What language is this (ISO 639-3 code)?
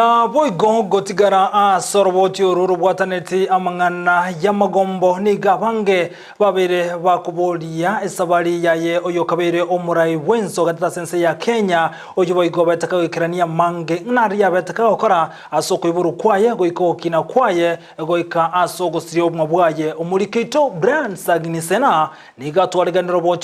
guz